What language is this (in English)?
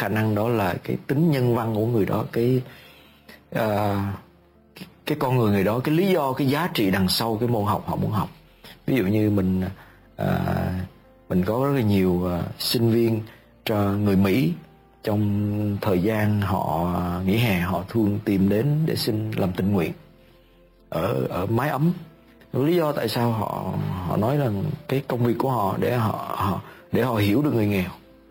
Vietnamese